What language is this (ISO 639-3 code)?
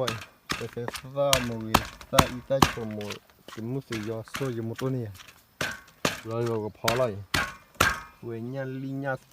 ksw